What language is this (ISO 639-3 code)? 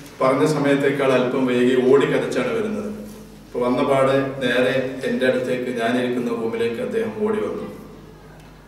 mal